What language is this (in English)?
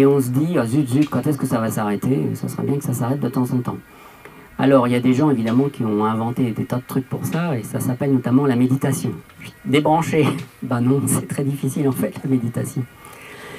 French